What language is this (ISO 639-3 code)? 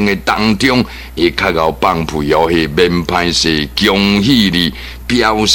nan